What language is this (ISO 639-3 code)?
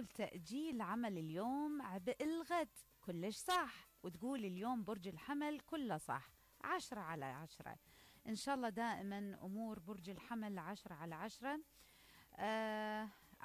acm